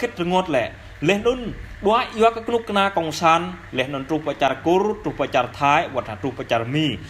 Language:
Jarai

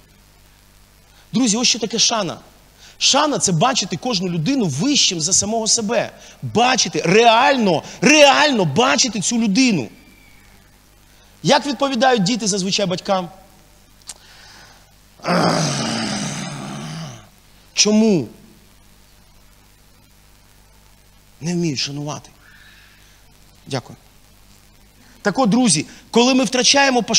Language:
Ukrainian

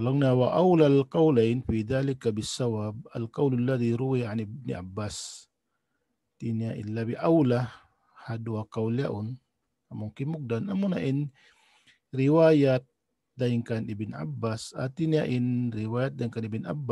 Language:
Tausug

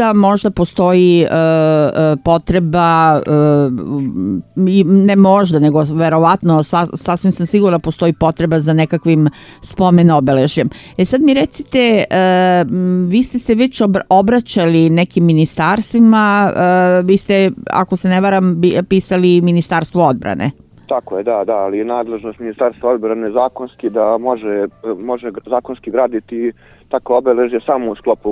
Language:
Serbian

